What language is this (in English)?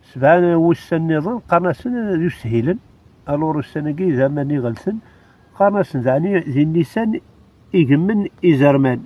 Kabyle